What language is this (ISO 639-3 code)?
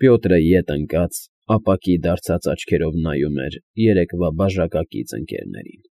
hye